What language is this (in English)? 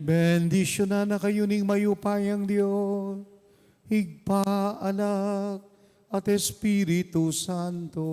Pampanga